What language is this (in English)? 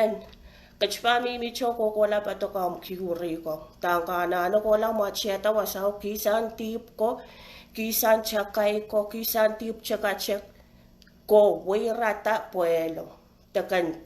Pohnpeian